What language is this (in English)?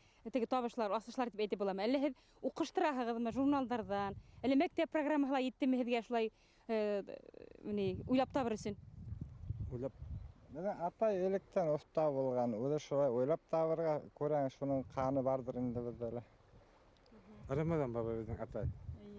Bashkir